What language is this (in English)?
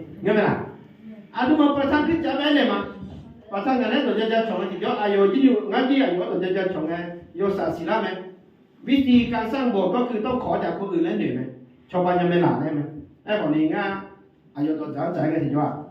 Akha